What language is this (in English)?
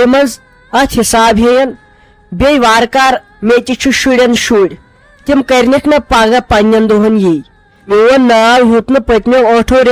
Kashmiri